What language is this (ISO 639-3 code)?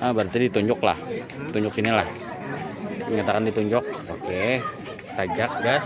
bjn